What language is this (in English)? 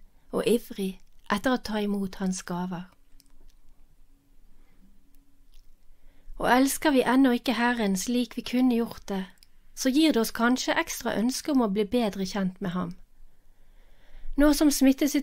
Norwegian